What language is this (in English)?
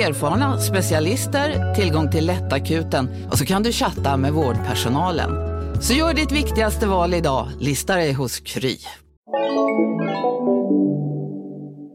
Swedish